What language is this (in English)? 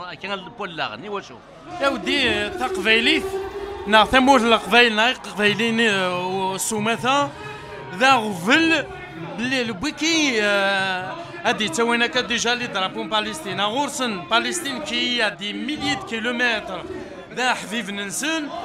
Kabyle